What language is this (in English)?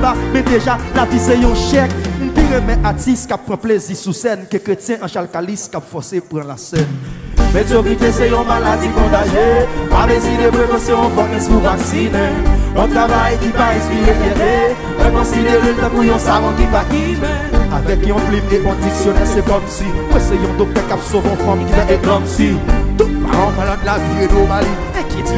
French